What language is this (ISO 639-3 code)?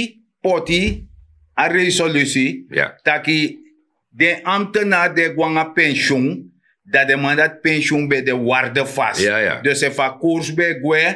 srn